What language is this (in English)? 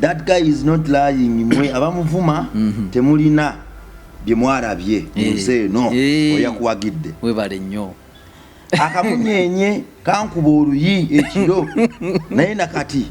Ganda